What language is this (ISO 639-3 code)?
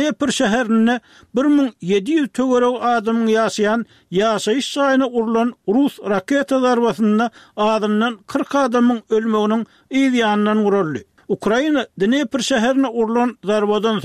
tuk